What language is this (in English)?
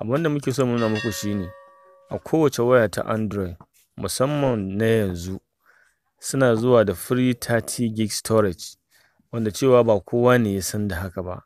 Hausa